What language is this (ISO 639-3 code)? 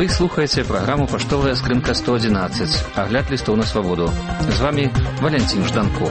bel